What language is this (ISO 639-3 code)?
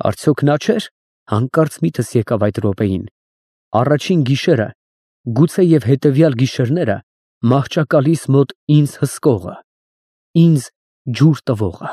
hye